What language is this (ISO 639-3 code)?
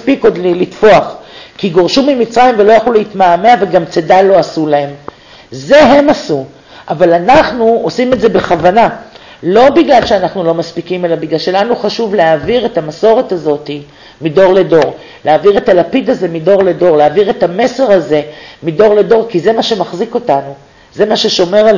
heb